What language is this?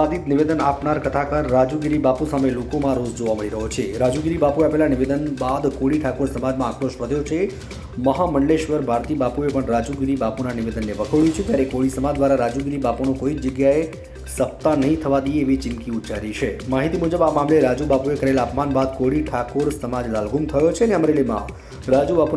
Gujarati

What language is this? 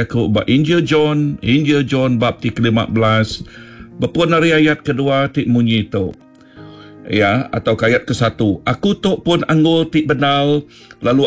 Iban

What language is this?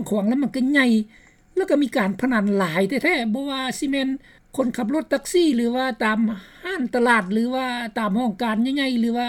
Lao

